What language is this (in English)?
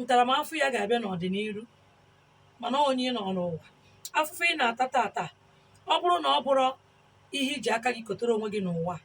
Igbo